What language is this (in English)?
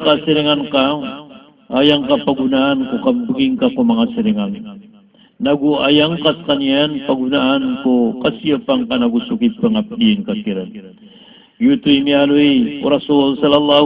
Maranao